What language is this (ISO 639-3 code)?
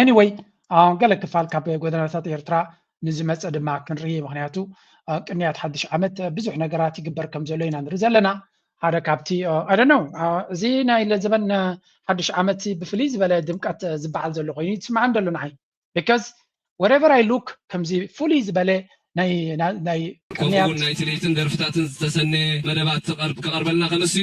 tir